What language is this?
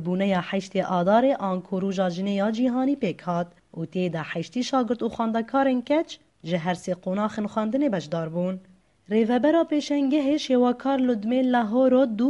Kurdish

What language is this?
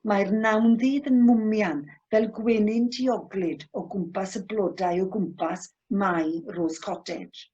Welsh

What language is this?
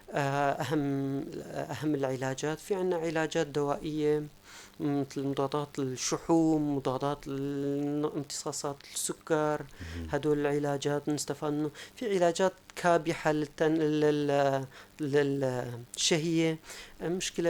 North Levantine Arabic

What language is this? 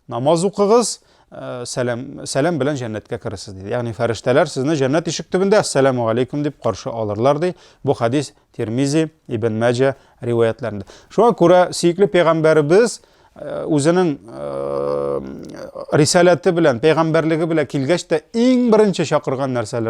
Tatar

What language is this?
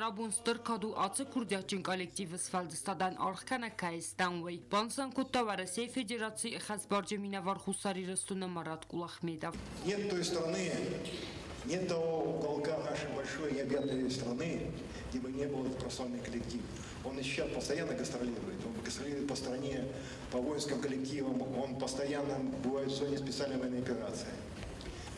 Ossetic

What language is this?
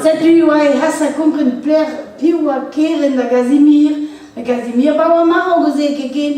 Breton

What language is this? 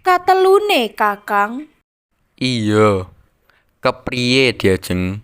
Javanese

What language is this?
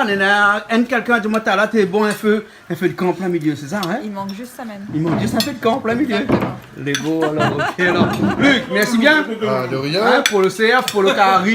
Réunion Creole French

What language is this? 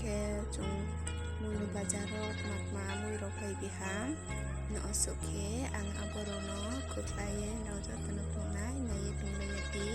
Riang (India)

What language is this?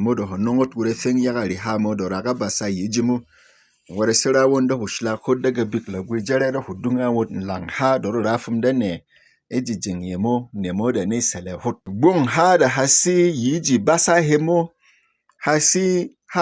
Berom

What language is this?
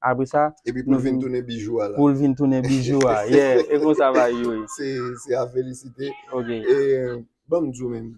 Haitian Creole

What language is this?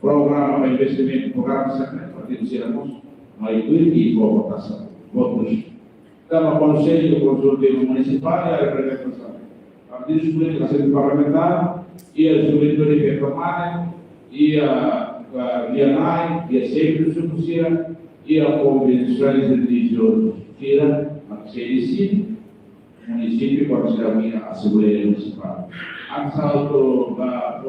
Tetum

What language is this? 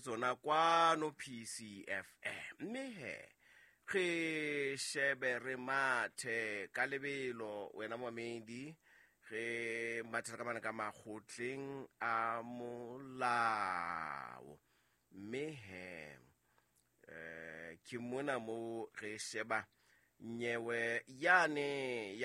Southern Sotho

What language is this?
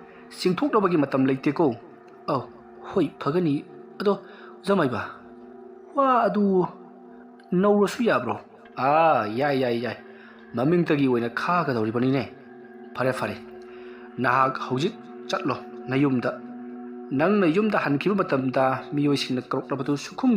Manipuri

